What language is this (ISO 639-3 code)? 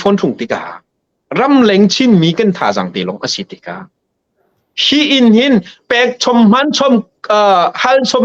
cnh